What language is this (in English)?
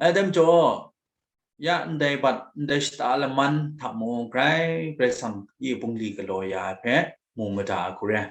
Kachin